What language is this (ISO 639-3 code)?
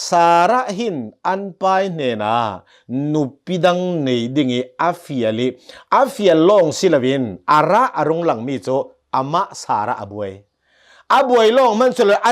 cnh